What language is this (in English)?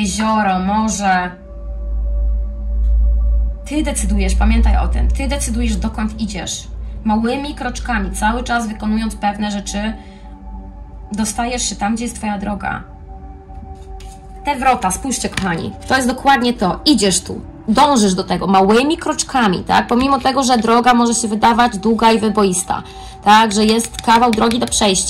Polish